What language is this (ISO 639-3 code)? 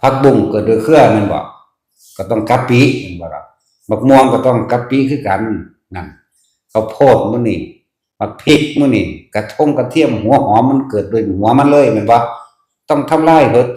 tts